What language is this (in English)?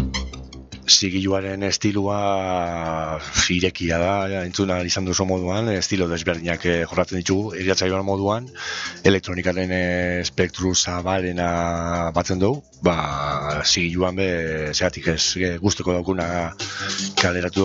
Basque